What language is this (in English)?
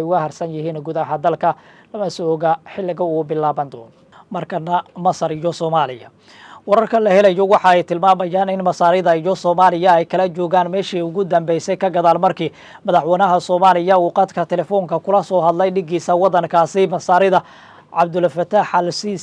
Somali